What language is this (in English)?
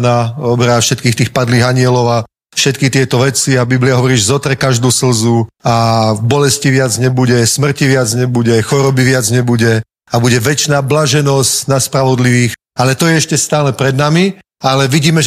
Slovak